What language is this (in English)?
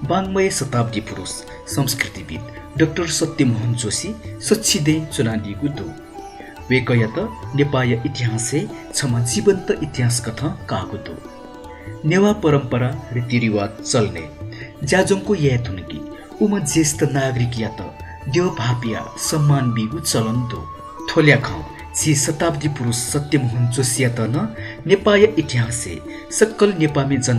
Newari